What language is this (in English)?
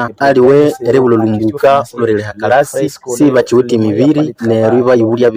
Nande